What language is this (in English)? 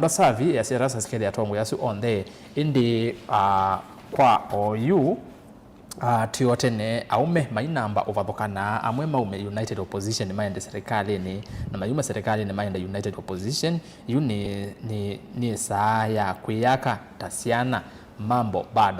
Kamba